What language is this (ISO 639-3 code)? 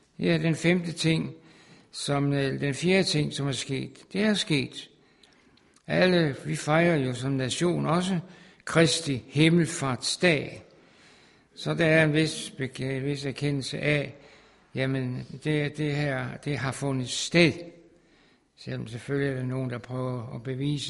dan